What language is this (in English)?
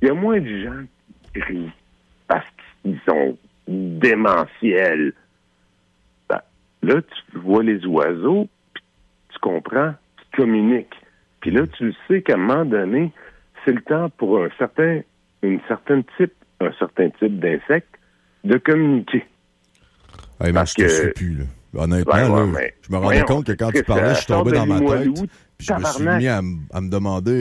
French